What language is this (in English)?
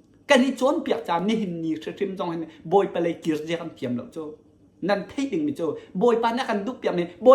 Hakha Chin